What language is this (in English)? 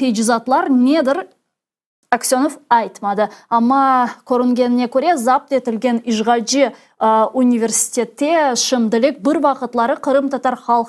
Crimean Tatar